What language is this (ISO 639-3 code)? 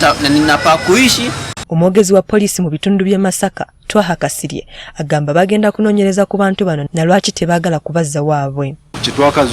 lug